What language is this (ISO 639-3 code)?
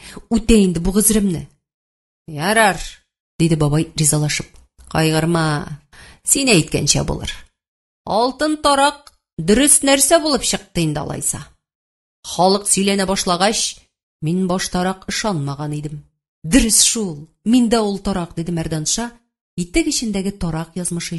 tat